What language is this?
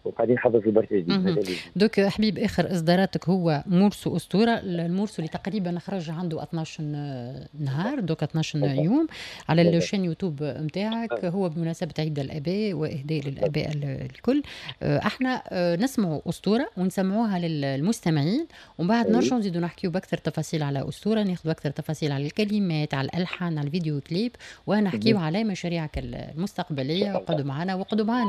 Tunisian Arabic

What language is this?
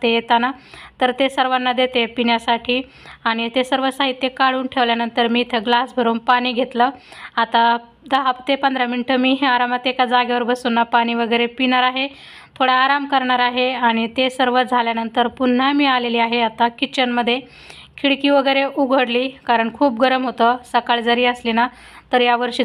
Marathi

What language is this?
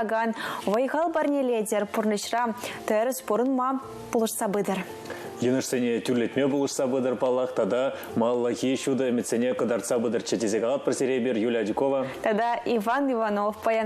Chuvash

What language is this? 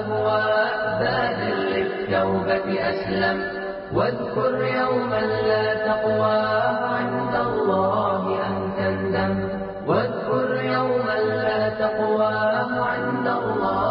Bosnian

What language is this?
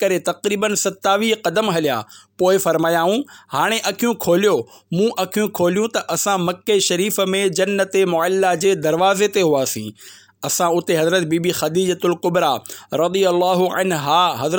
Sindhi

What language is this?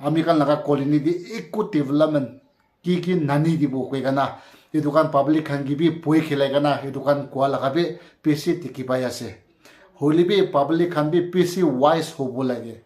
Naga Pidgin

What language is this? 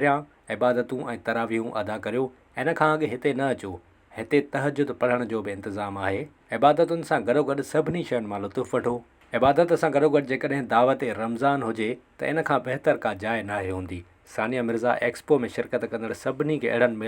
Sindhi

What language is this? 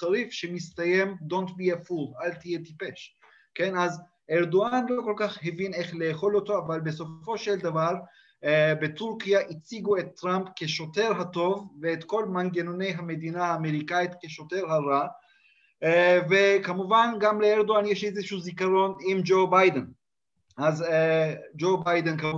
Hebrew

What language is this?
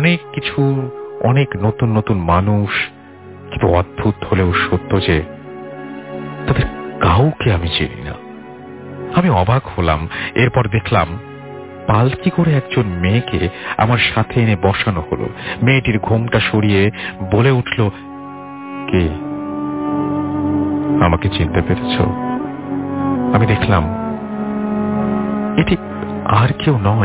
Bangla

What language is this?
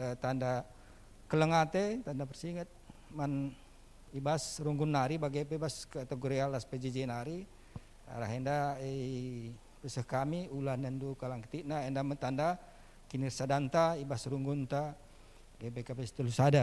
Batak Karo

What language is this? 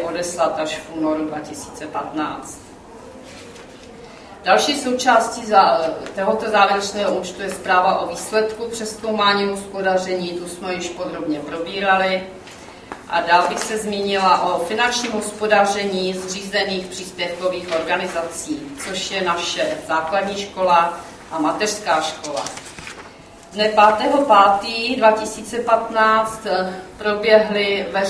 Czech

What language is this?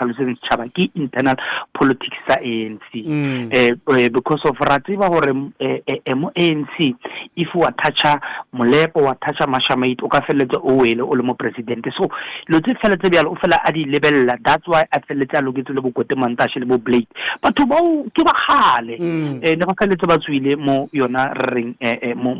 Northern Sotho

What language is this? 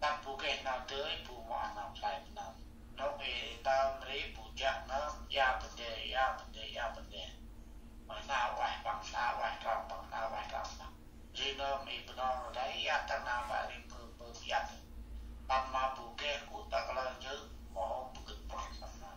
Central Mnong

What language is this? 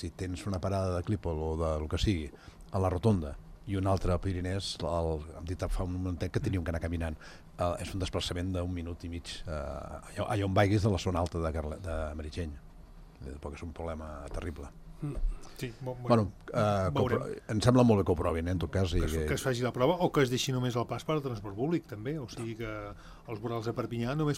Catalan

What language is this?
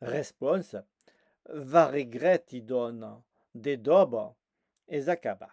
Occitan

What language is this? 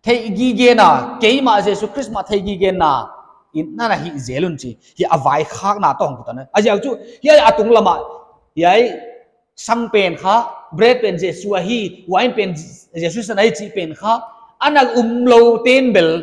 Paite Chin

